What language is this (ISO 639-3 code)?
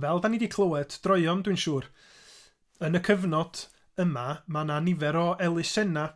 cym